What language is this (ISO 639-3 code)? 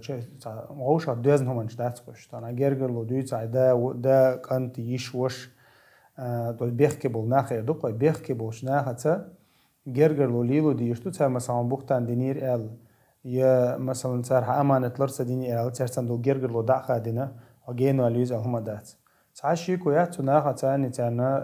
che